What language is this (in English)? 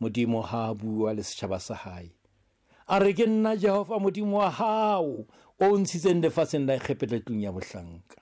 Southern Sotho